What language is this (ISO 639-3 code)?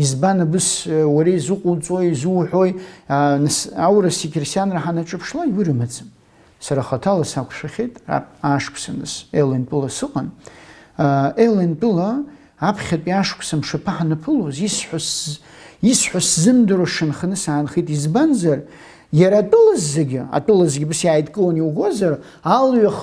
abk